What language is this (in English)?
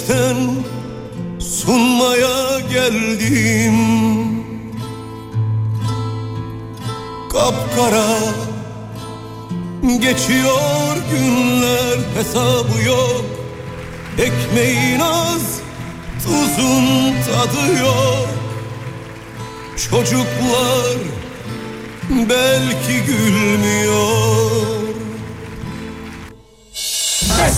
Turkish